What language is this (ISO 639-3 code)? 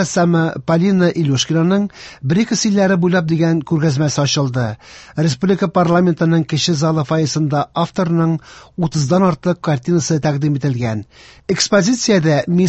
tat